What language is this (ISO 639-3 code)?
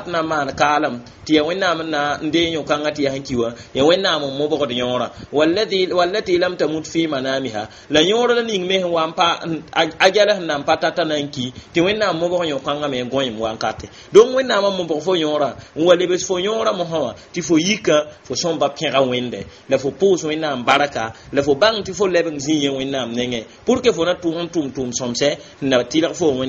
mos